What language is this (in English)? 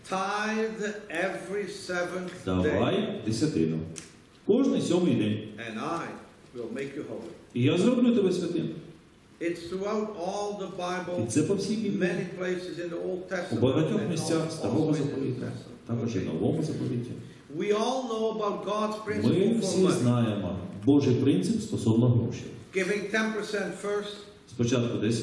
Ukrainian